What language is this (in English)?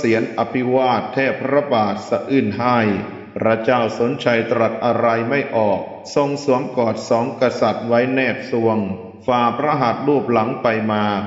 Thai